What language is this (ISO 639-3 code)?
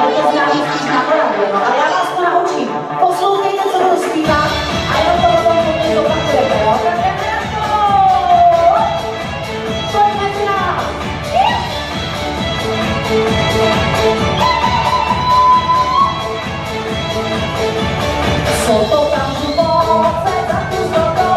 ces